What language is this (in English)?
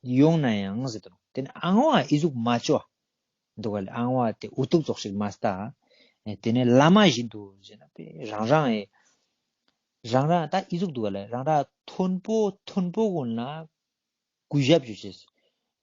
Ladakhi